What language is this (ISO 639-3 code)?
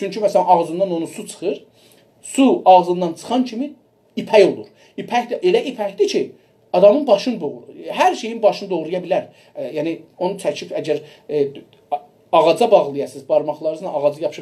azb